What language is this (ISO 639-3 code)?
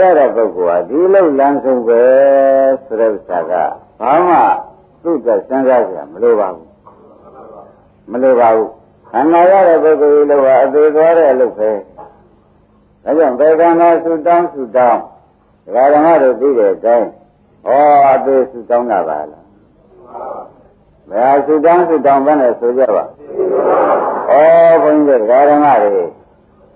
mya